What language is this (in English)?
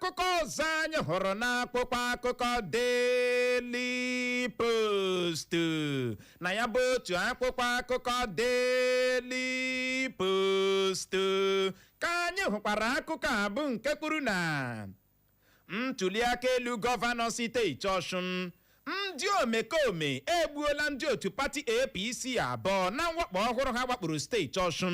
Igbo